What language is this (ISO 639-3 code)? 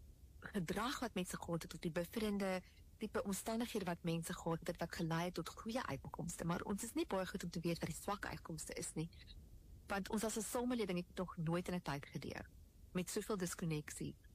afr